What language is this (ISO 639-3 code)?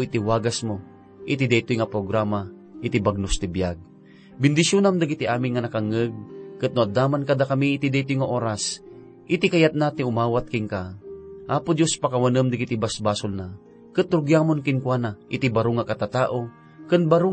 ilo